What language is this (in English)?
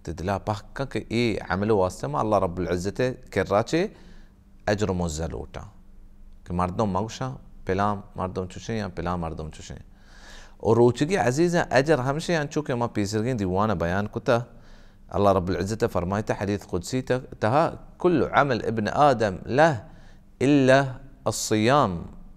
Baluchi